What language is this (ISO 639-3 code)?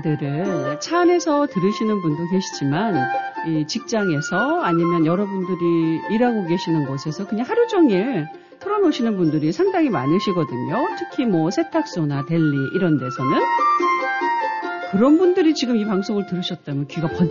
kor